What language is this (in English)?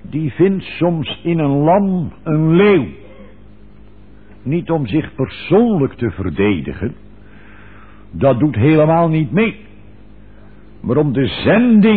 Dutch